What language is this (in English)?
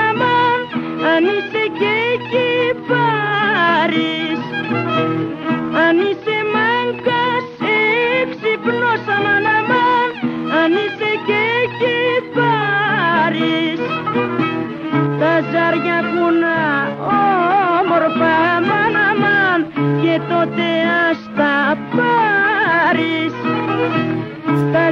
Greek